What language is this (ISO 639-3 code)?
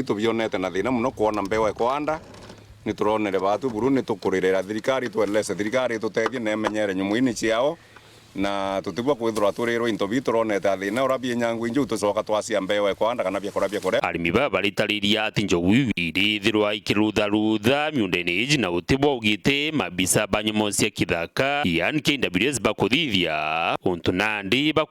mer